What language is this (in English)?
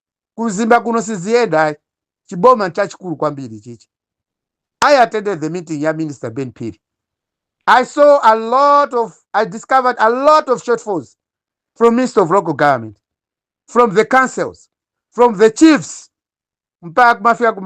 Nyanja